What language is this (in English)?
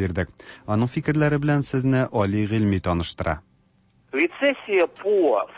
Tatar